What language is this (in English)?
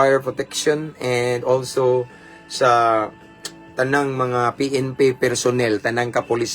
Cebuano